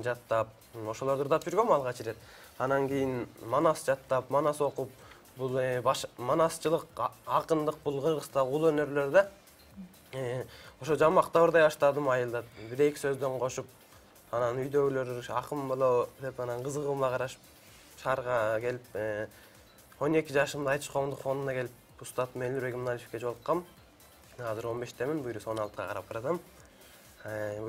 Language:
Kyrgyz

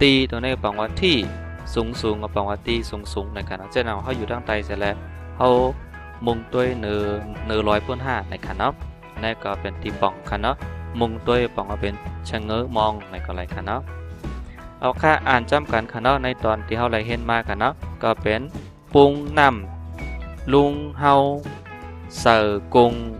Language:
Shan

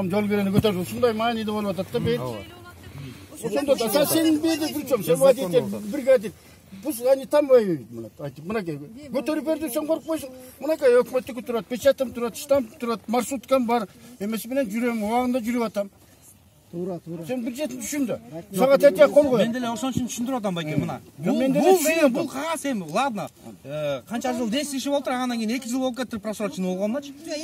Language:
Kyrgyz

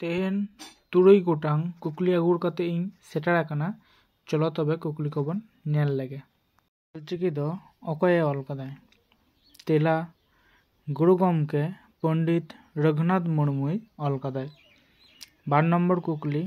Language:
Santali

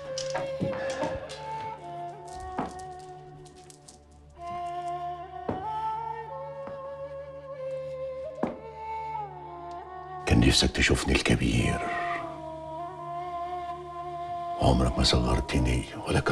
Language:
Egyptian Arabic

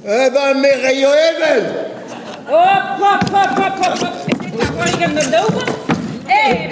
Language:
Breton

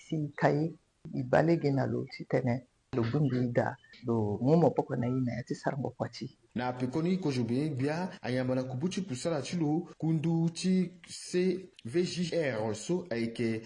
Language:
Sango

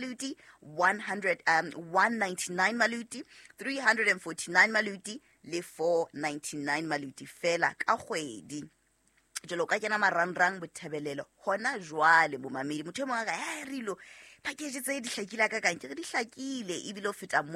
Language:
Southern Sotho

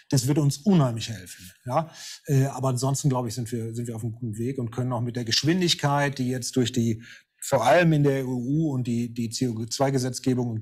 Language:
German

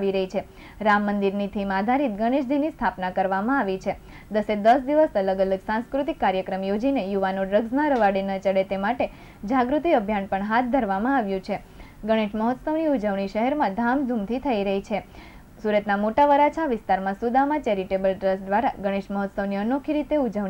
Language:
Gujarati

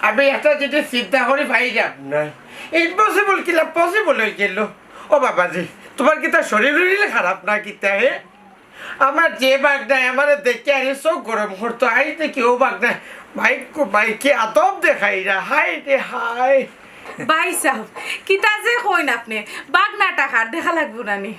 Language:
Sylheti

